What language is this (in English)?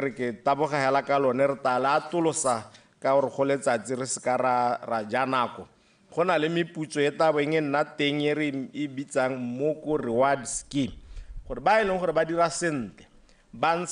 Tswana